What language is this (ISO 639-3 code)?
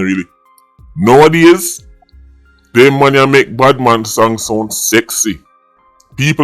jam